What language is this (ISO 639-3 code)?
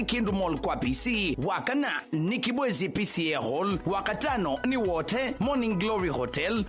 kam